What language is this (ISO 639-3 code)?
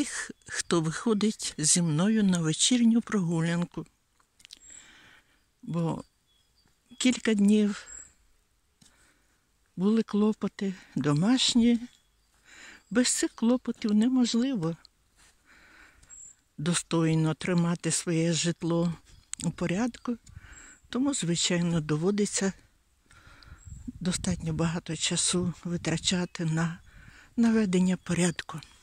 ukr